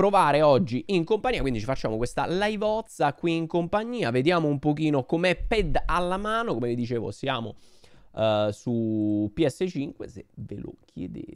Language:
Italian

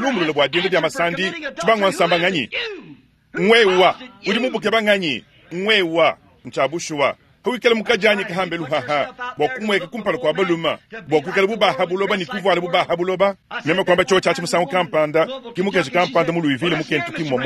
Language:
Luba-Lulua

